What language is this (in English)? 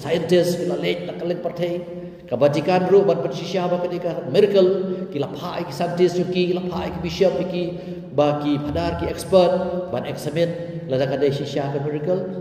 Khasi